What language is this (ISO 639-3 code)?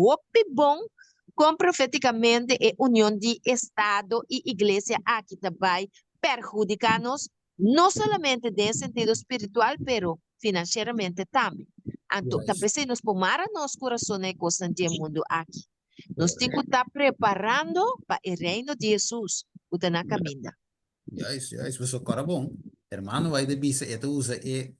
pap